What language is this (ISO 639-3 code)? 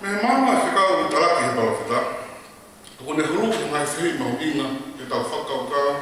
ton